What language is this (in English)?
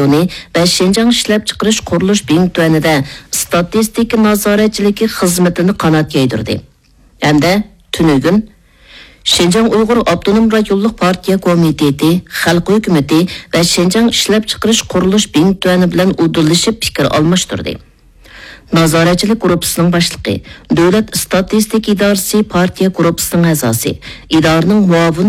Uyghur